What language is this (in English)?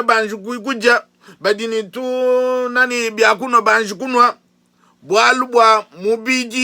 Luba-Lulua